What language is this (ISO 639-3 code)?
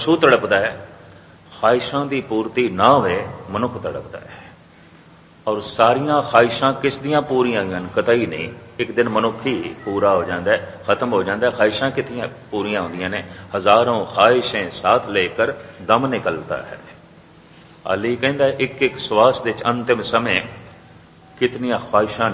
pan